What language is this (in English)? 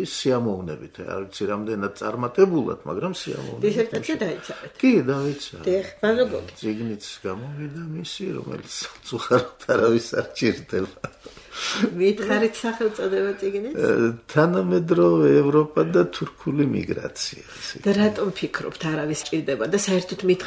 Georgian